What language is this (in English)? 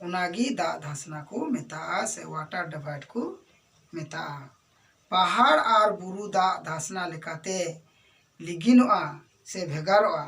Santali